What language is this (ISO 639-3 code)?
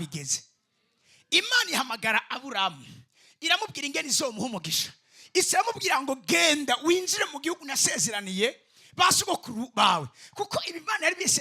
run